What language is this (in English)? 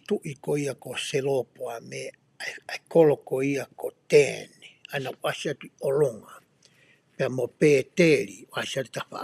Tongan